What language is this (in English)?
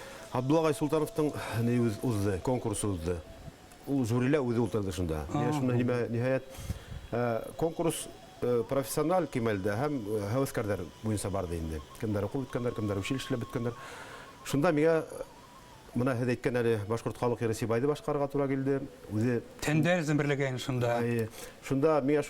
Bashkir